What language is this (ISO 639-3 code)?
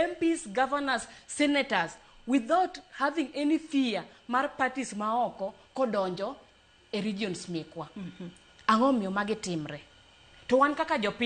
luo